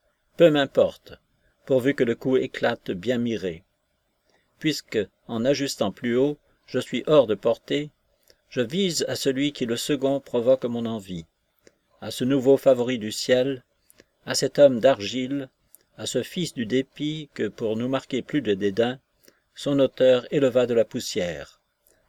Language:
French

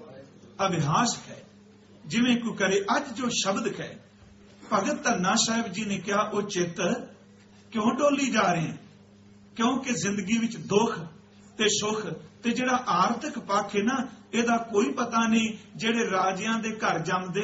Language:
Punjabi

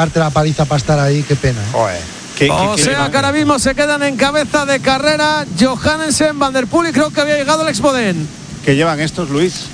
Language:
Spanish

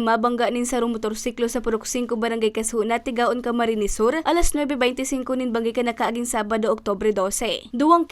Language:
Bikol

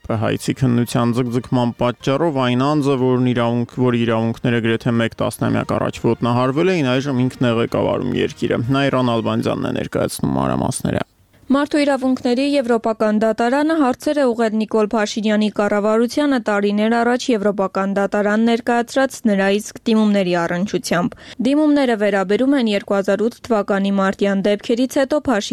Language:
Armenian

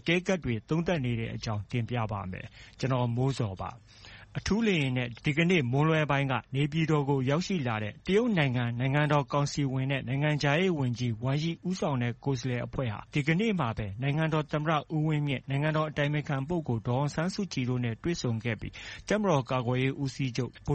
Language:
Burmese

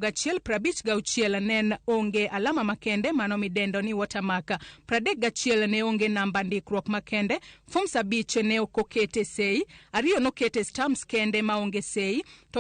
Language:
Luo (Kenya and Tanzania)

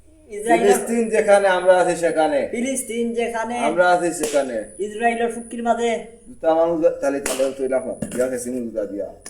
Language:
Sylheti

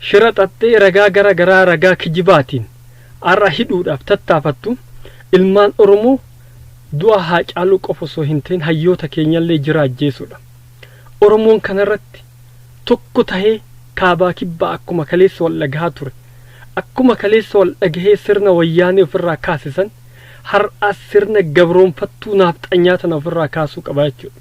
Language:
Oromo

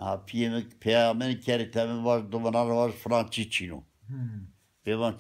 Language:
Zaza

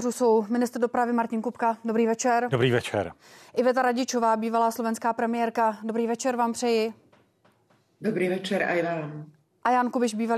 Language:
Czech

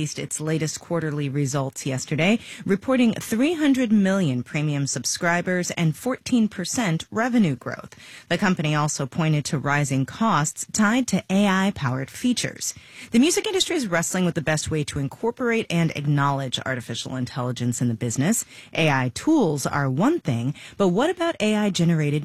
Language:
English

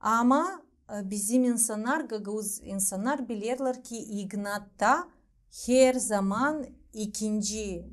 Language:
Gagauz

